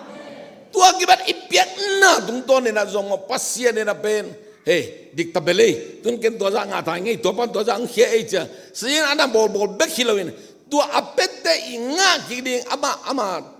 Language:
Tedim Chin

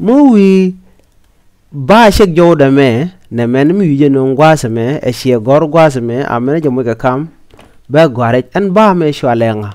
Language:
Nuer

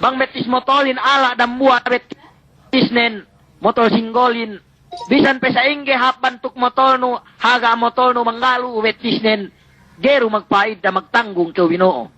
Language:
Yakan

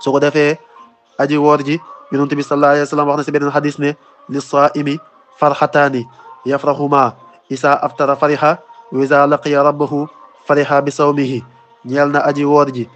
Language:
Wolof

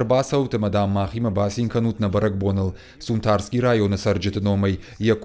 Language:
Ossetic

